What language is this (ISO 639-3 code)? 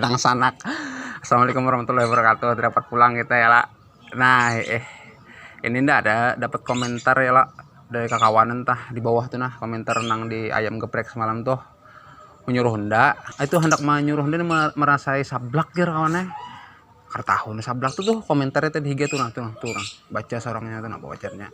bjn